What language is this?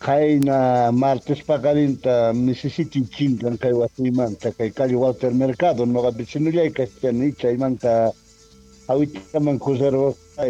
South Bolivian Quechua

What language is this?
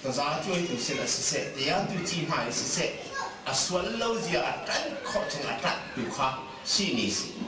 Hakha Chin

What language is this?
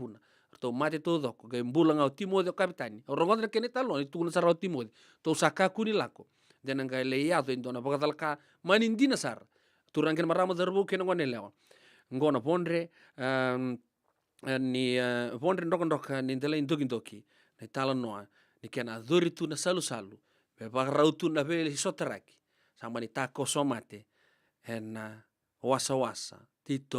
Fijian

